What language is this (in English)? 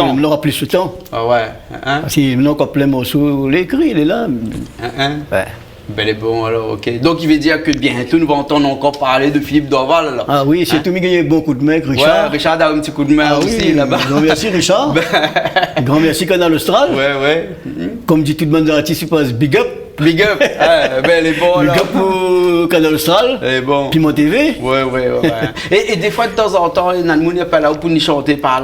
Réunion Creole French